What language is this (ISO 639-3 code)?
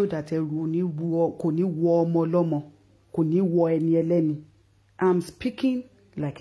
yor